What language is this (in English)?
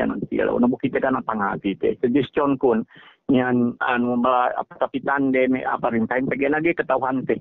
Yakan